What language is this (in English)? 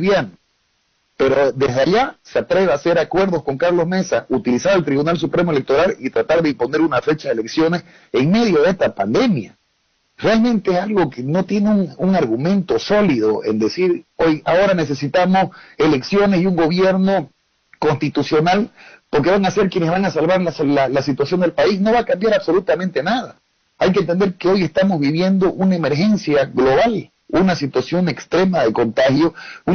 Spanish